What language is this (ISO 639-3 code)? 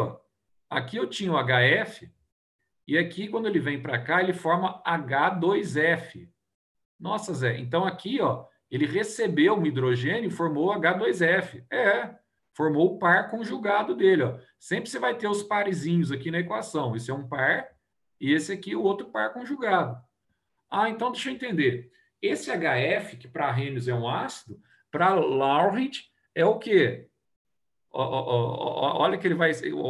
por